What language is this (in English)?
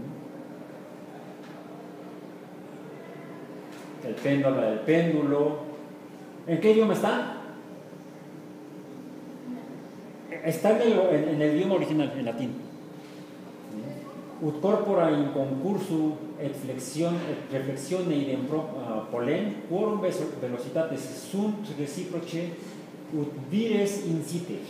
Spanish